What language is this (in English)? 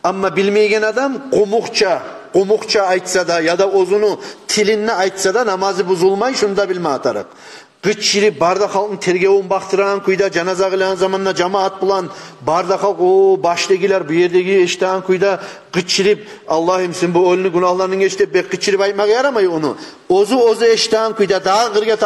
Kumyk